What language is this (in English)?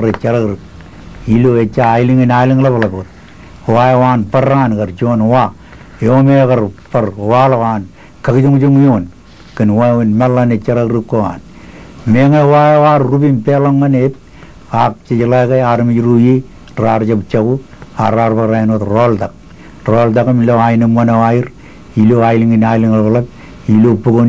Marshallese